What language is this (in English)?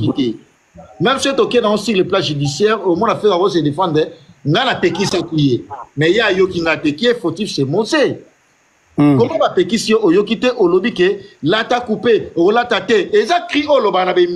Lingala